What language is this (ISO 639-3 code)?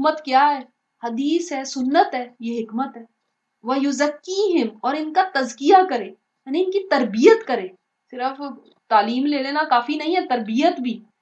urd